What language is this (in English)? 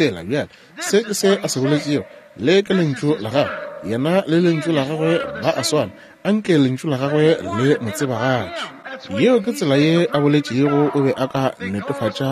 Northern Sotho